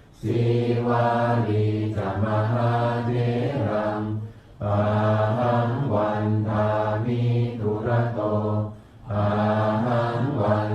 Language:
Pali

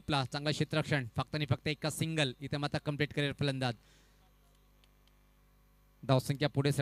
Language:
Marathi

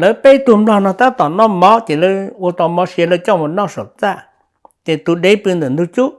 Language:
Hmong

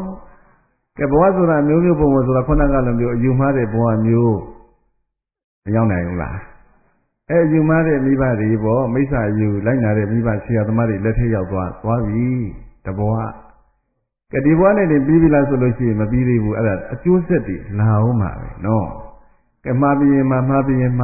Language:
Burmese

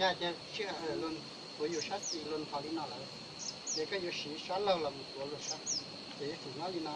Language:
Hmong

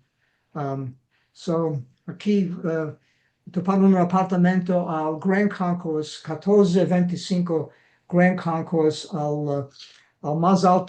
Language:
Ladino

